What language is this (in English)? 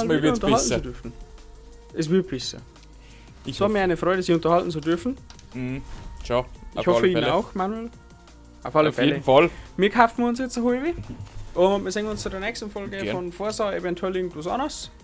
Bavarian